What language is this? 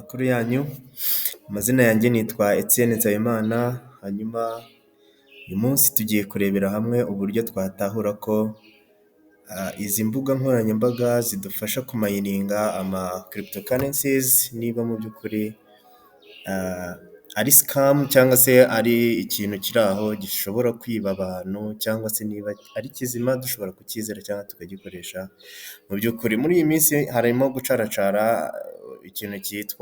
Kinyarwanda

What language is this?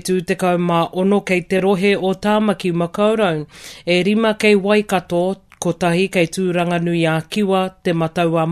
Māori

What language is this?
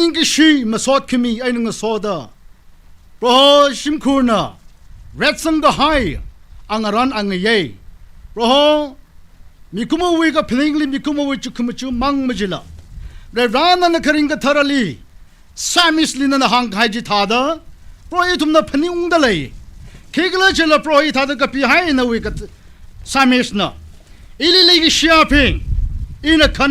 Tangkhul Naga (India)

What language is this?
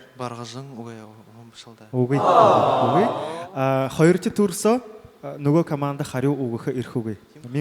Buriat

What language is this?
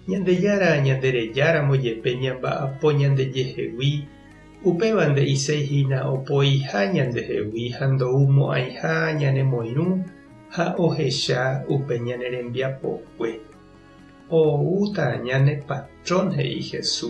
Guarani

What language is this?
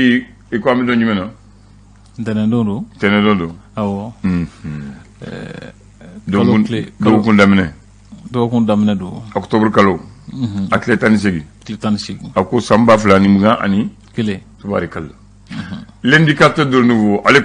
Bambara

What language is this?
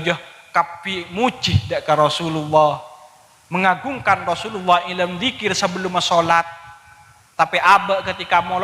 Madurese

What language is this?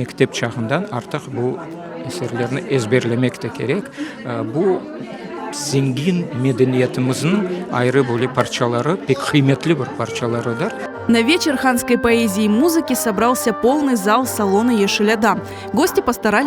Crimean Tatar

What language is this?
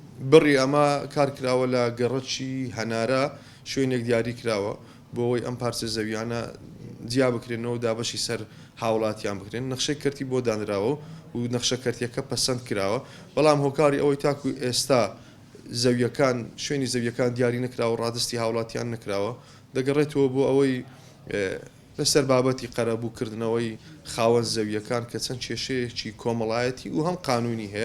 Central Kurdish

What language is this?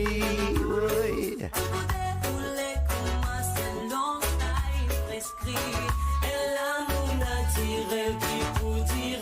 Morisyen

